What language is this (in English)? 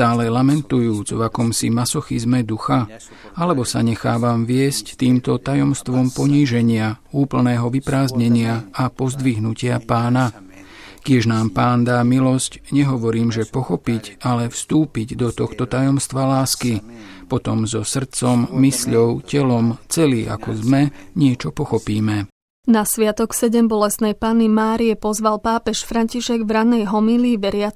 Slovak